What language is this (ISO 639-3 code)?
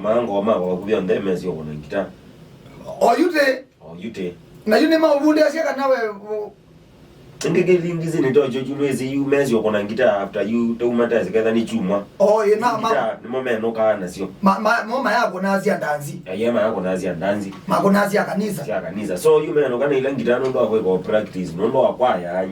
kam